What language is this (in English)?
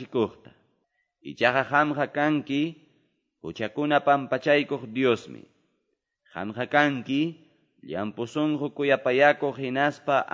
Ayacucho Quechua